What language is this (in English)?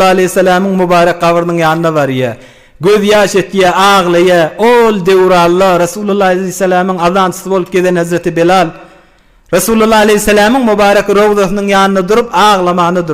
Turkmen